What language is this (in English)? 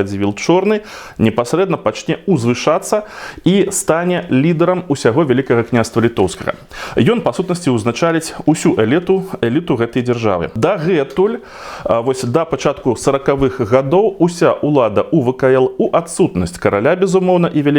Belarusian